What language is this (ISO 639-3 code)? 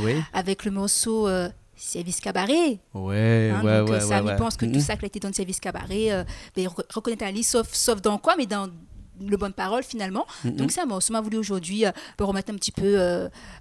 rcf